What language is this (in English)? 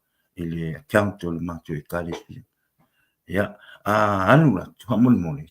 Samoan